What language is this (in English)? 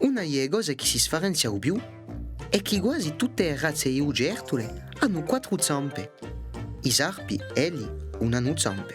Corsican